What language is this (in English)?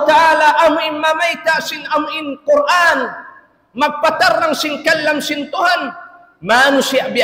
Tausug